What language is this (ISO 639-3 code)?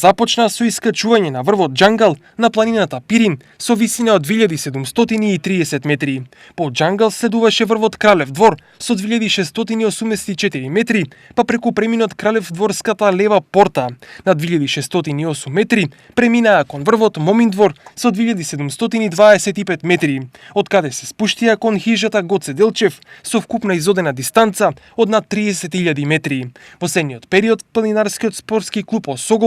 mkd